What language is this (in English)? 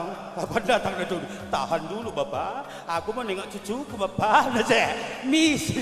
Batak Karo